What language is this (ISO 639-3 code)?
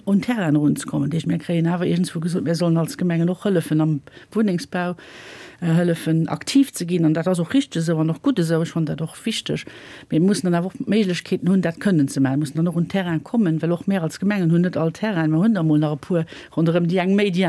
ltz